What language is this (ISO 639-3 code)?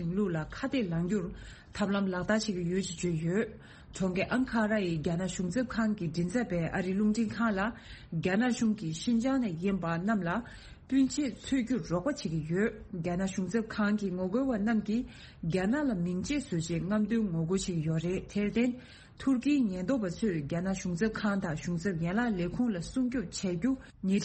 bod